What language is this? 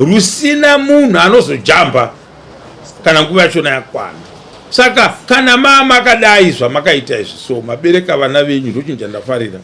Shona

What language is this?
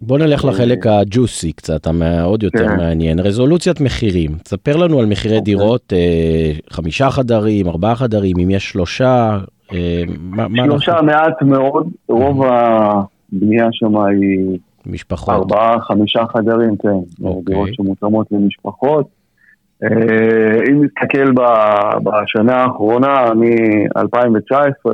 Hebrew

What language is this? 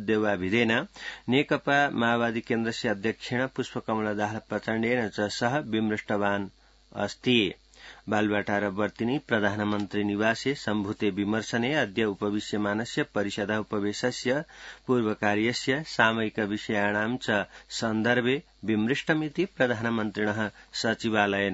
Sanskrit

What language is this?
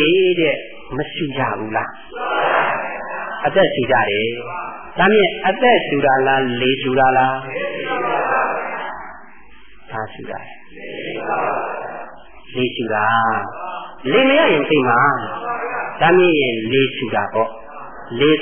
Burmese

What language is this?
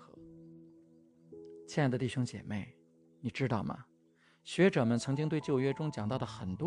Chinese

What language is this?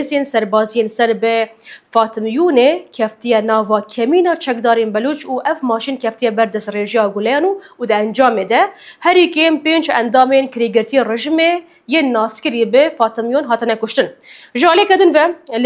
Kurdish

